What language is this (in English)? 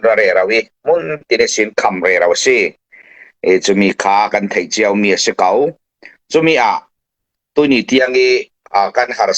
Falam Chin